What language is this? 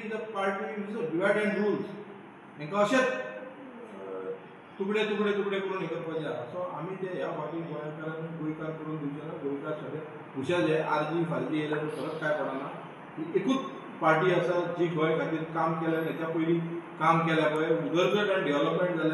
Konkani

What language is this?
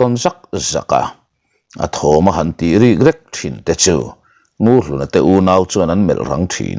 Mizo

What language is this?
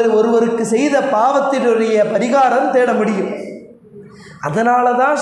Tamil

